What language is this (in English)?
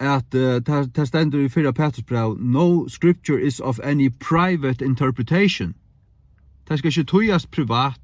Faroese